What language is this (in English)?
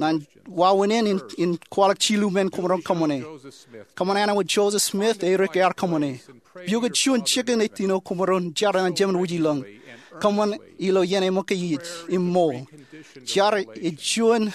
Marshallese